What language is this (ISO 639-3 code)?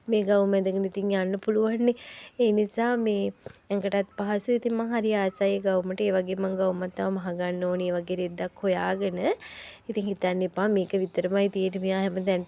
sin